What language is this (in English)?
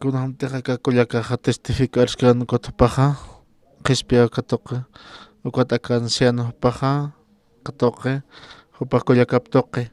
Aymara